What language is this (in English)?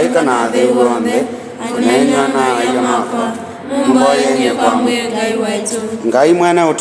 Kamba